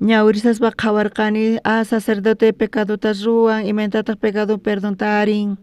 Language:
South Bolivian Quechua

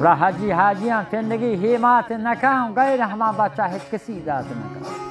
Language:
Baluchi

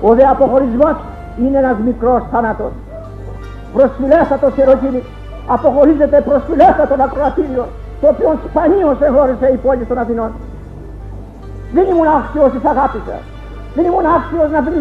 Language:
Greek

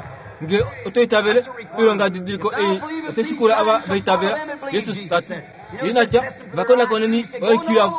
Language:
Kuanyama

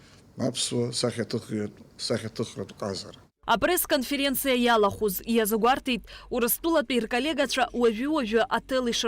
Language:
Abkhazian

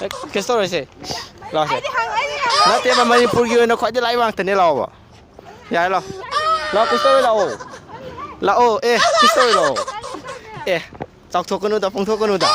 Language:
Manipuri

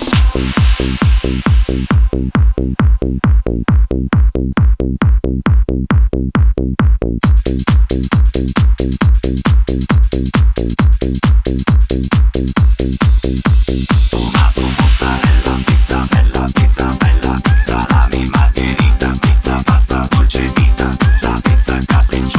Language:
Italian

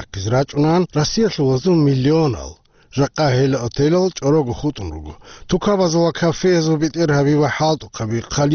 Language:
Avaric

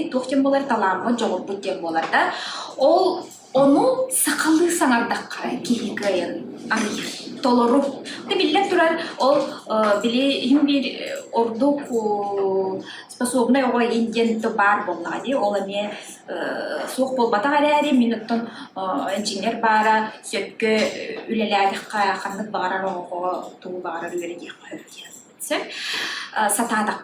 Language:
Yakut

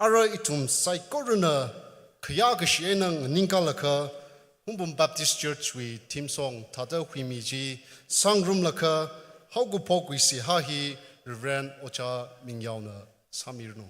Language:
Tangkhul Naga (India)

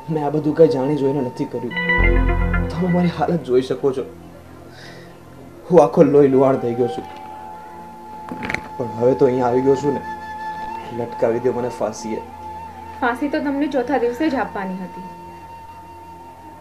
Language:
Gujarati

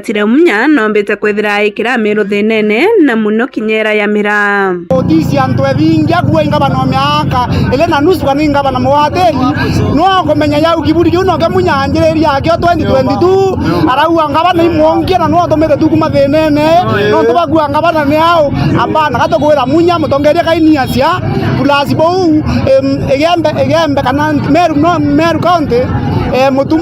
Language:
Meru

